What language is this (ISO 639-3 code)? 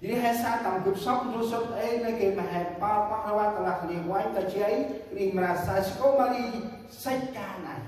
cmo